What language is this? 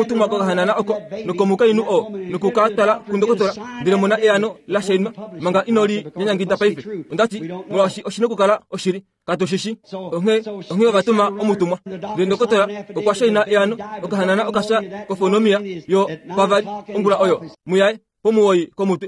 Kuanyama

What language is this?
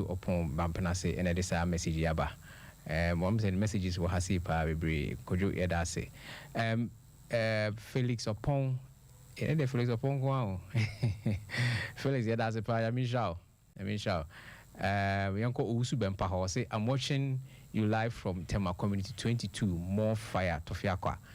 Akan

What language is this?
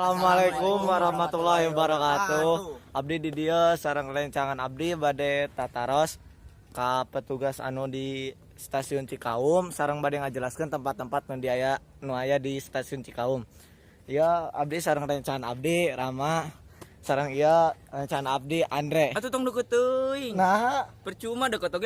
Sundanese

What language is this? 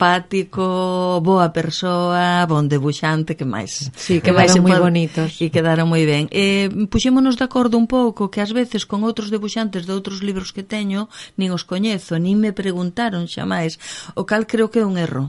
Galician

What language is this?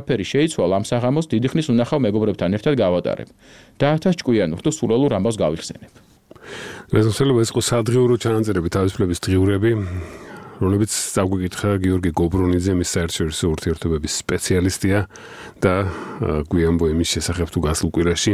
Georgian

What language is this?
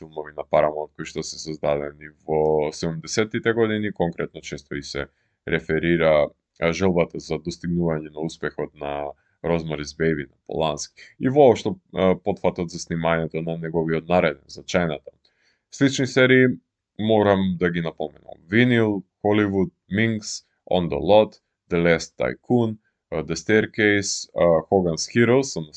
Macedonian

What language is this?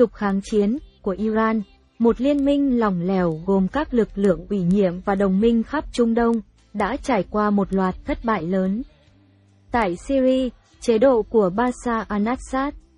Vietnamese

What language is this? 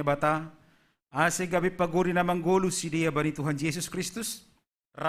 Batak Simalungun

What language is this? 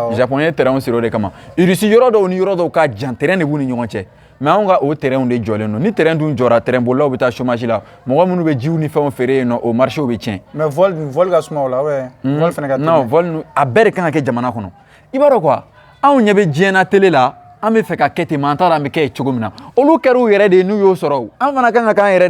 Bambara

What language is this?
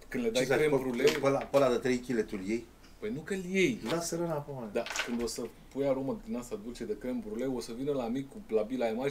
Romanian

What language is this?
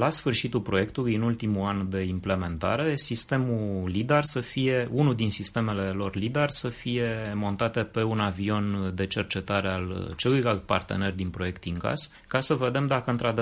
Romanian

